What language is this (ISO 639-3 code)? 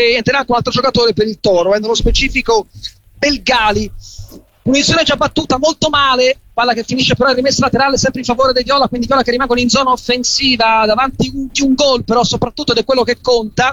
ita